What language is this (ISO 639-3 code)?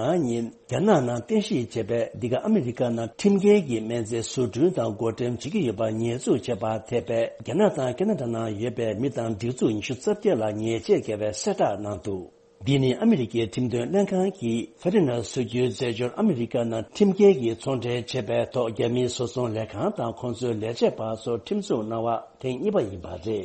bod